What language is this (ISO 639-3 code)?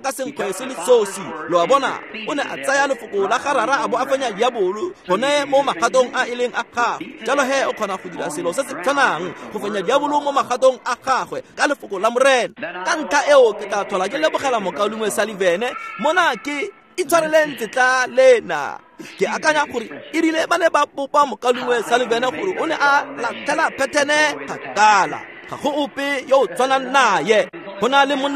tsn